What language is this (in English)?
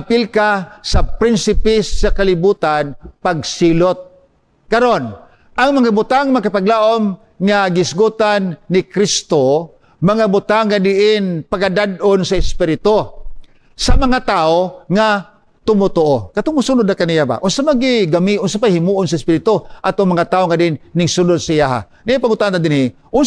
Cebuano